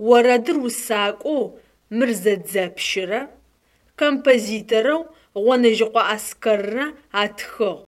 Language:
Adyghe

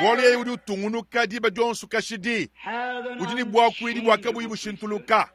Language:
Luba-Lulua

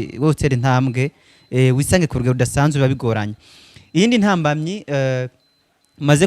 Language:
Rundi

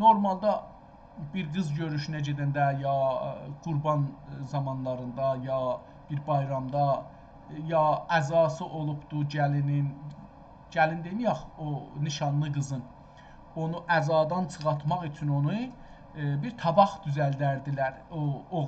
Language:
South Azerbaijani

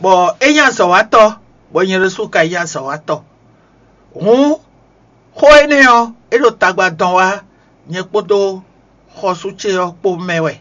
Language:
Fon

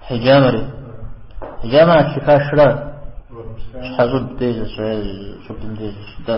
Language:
Kabardian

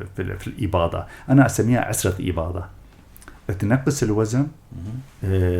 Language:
North Levantine Arabic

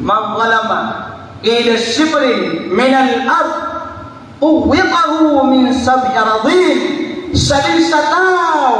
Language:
Maranao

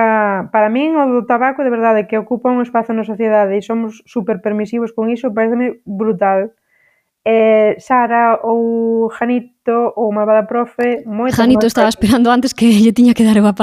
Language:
Galician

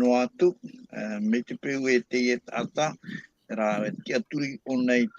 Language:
Tahitian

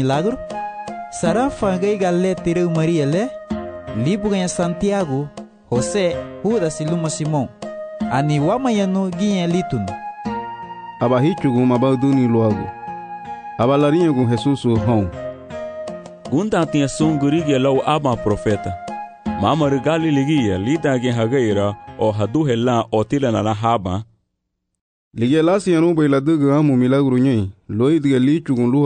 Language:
Garifuna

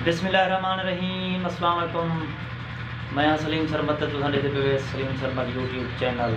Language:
Saraiki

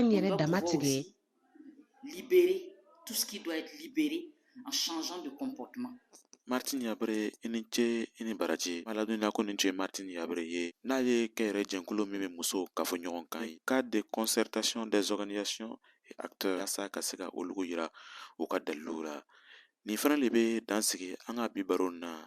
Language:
Bambara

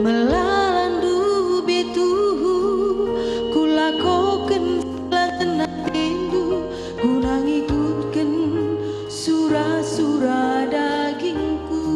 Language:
Batak Karo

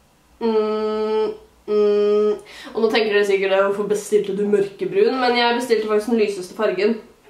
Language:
Norwegian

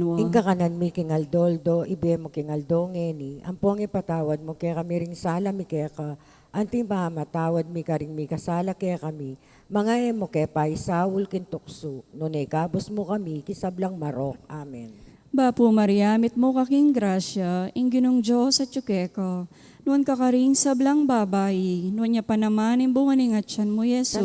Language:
Pampanga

